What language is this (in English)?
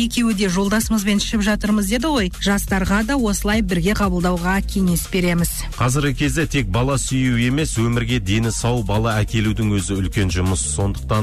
Kazakh